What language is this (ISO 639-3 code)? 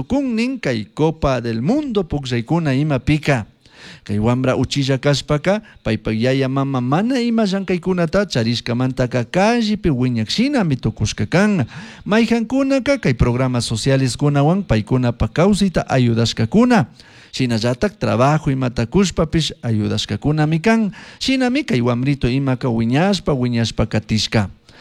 qug